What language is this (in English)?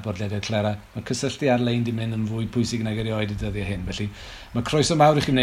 Welsh